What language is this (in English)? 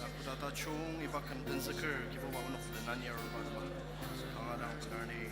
Ao Naga